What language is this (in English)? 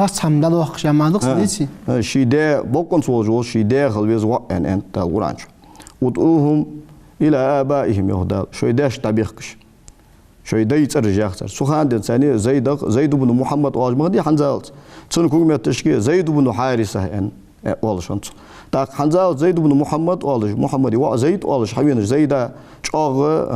Ingush